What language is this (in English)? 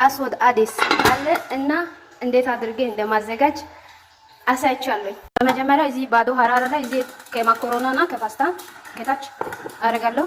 Amharic